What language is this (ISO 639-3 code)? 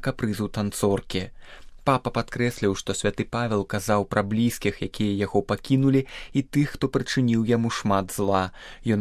bel